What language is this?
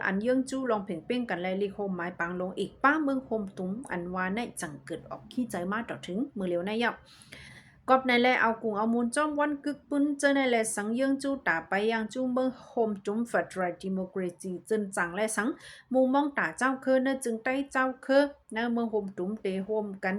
Shan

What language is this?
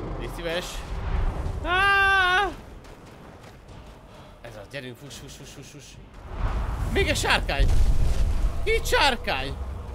Hungarian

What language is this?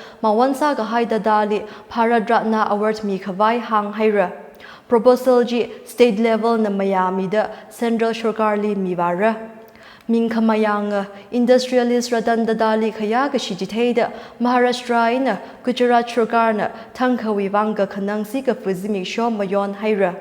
Tangkhul Naga (India)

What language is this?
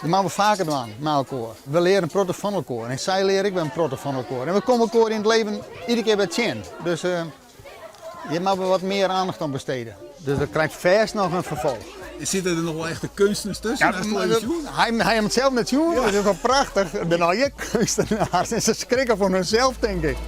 Western Frisian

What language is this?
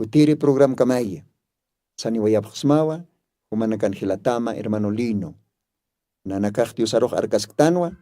Aymara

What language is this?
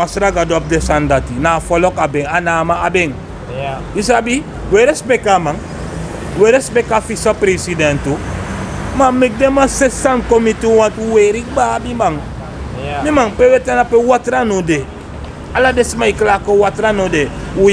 Sranan Tongo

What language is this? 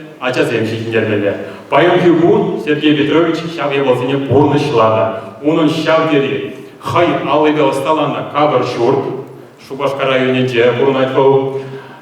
Chuvash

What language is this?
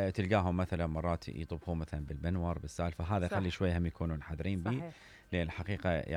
Mesopotamian Arabic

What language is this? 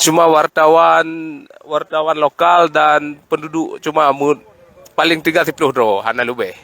Achinese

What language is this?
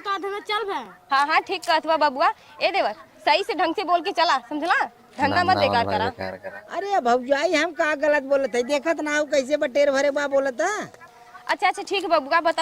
Bhojpuri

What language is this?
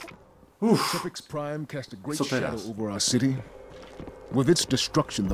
Polish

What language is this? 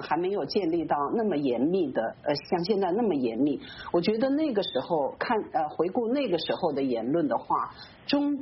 Chinese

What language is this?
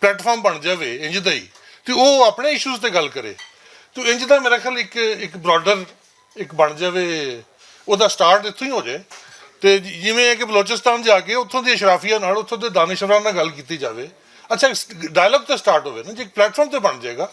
Western Panjabi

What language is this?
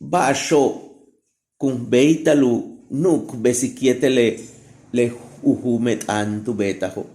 Yucateco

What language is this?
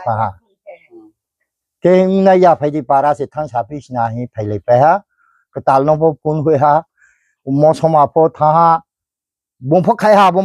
Riang (India)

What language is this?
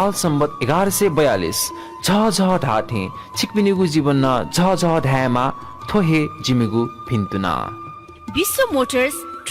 Newari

